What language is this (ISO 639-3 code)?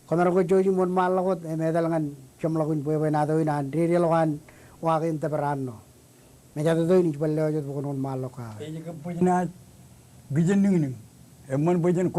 mah